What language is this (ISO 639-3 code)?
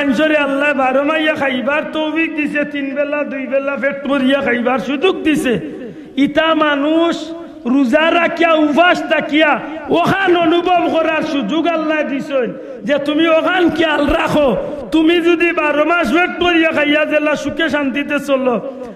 syl